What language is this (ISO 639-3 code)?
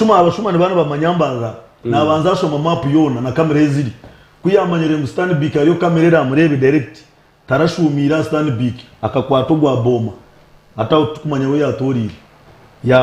nyn